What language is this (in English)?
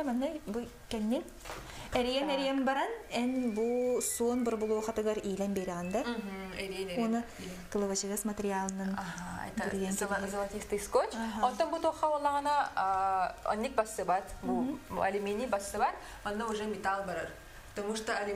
Yakut